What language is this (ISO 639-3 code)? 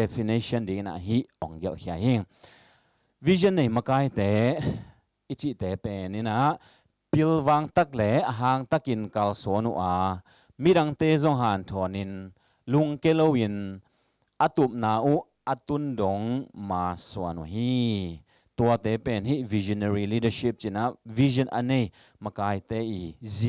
ctd